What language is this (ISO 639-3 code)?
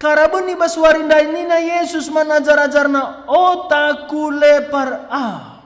btx